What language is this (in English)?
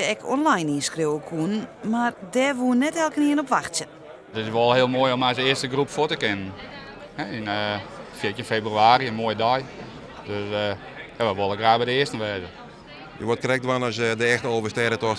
Western Frisian